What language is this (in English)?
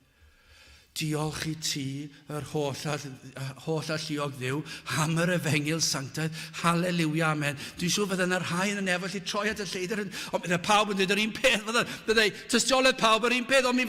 Welsh